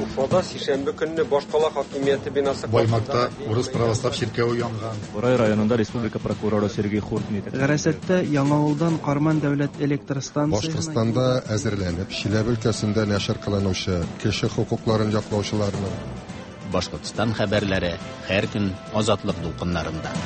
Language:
Tatar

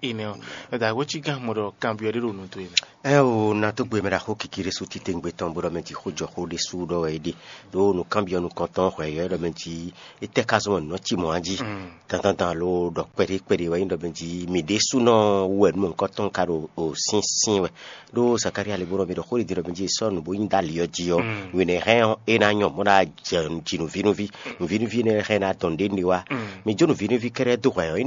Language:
Fon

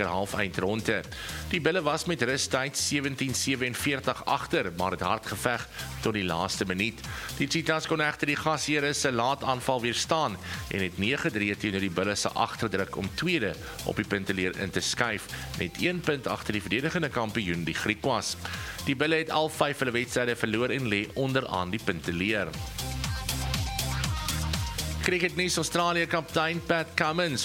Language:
Afrikaans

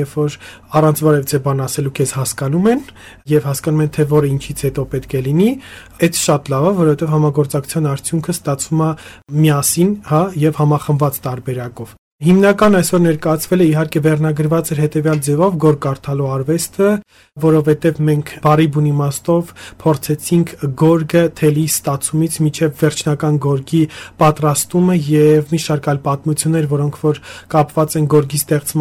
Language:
Armenian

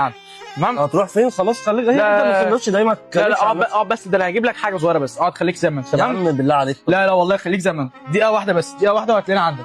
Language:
Egyptian Arabic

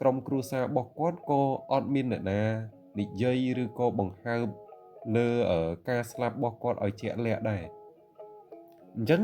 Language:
Khmer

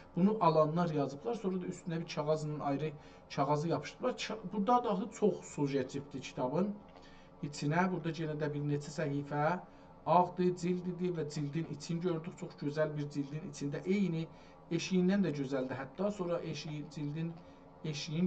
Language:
South Azerbaijani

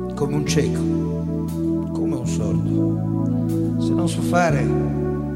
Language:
Italian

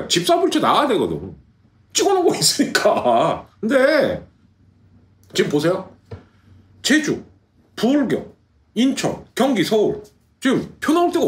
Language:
Korean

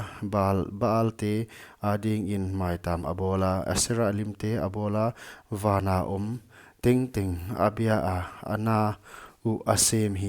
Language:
Paite Chin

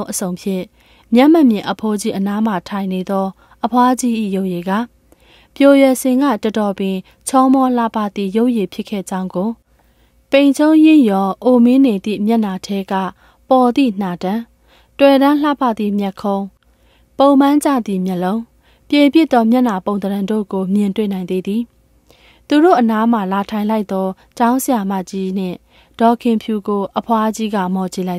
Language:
Burmese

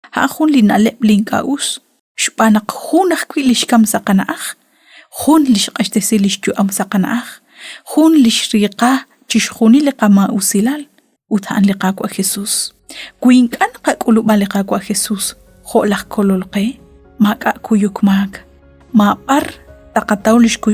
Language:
Kekchí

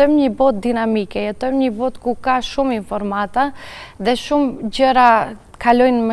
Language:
Albanian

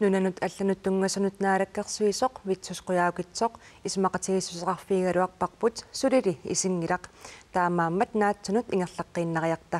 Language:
Kalaallisut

